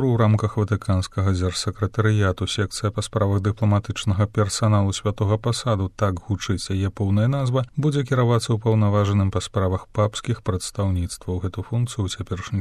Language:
Belarusian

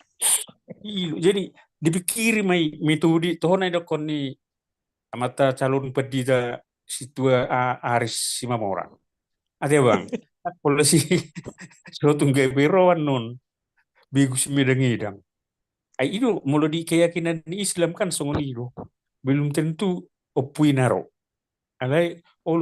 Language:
Batak Toba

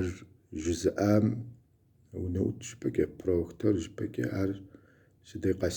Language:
Kabardian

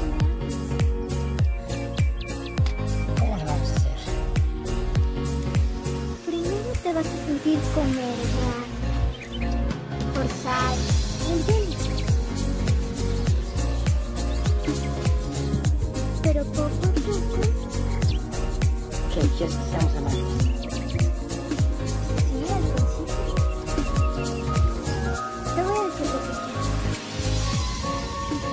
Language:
Spanish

